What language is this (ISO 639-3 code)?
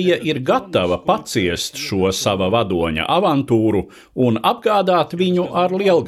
lav